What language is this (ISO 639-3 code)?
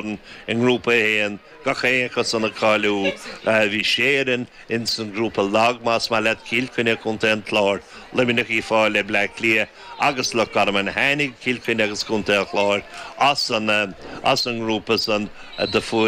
gle